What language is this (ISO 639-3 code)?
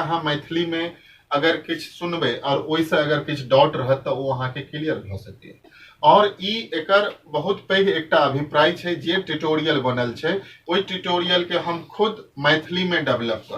mai